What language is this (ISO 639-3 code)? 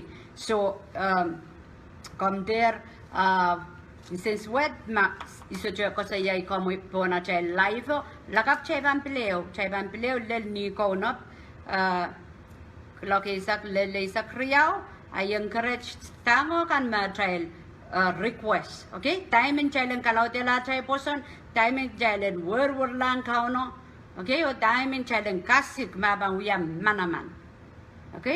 pon